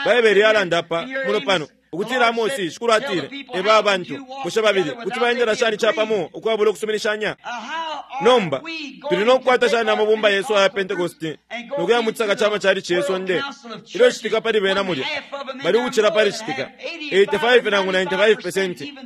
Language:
Bemba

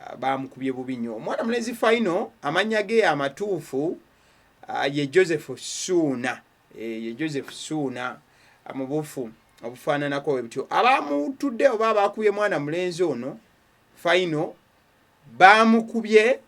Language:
Ganda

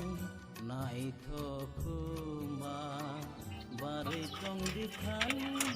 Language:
Kok Borok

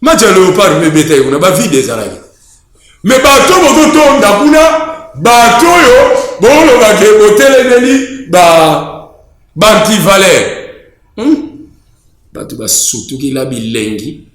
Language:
Lingala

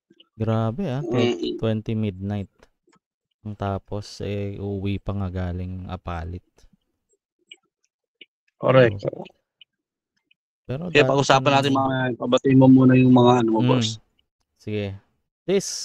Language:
Filipino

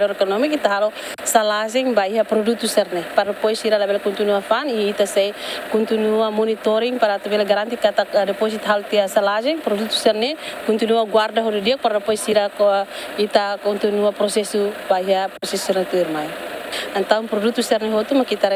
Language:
Tetum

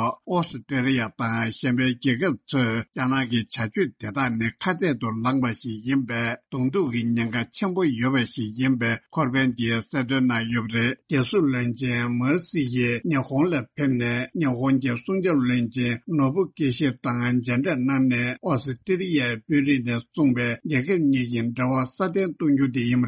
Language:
Tibetan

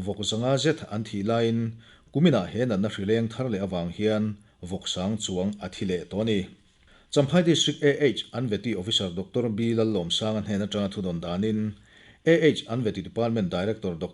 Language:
Mizo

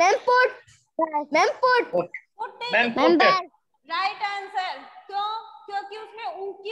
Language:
Hindi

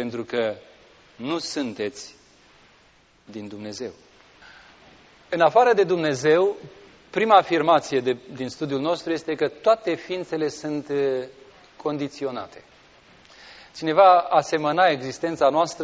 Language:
Romanian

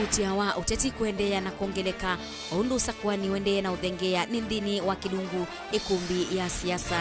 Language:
Kamba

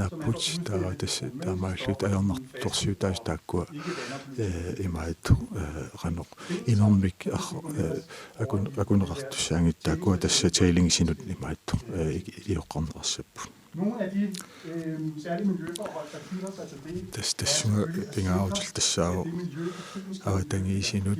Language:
Kalaallisut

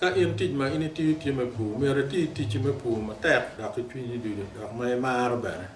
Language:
Acoli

